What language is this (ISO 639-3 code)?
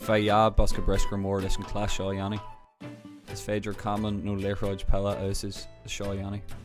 gle